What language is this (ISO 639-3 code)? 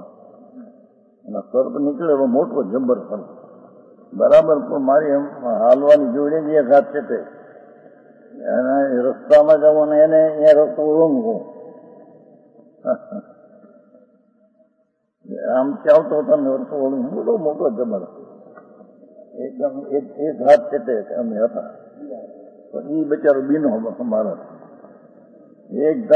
guj